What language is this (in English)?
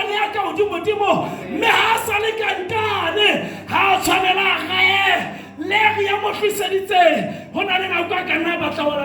Southern Sotho